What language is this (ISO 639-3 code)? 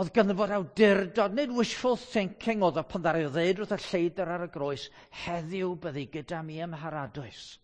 cym